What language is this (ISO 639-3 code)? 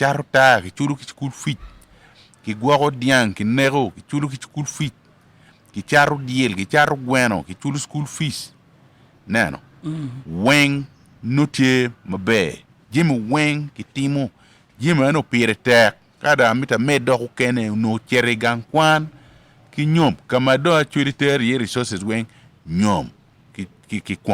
ach